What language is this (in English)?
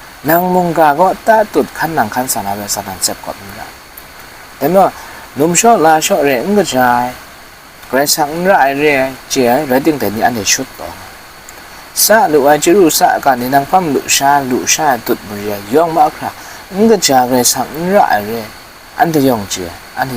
Kachin